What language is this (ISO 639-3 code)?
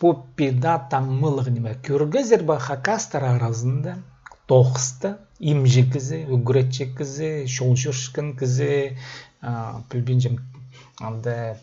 kjh